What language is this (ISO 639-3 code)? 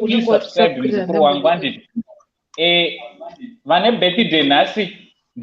sna